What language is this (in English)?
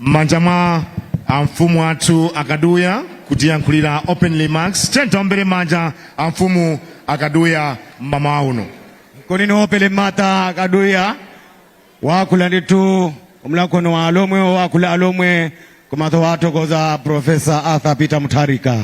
Nyanja